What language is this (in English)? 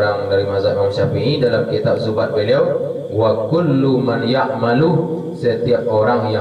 Minangkabau